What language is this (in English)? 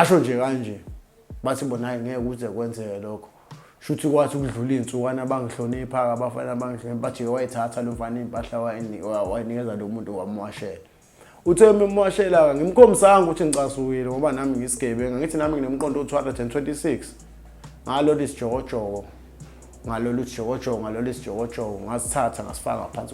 Zulu